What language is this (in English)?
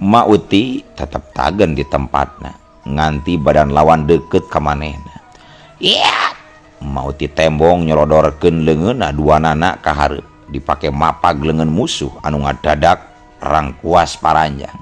Sundanese